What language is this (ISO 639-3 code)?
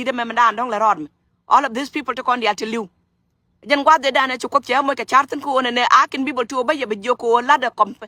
nus